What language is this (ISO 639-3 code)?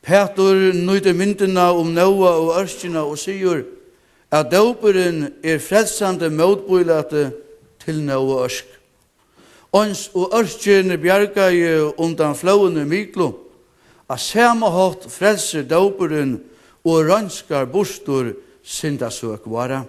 fao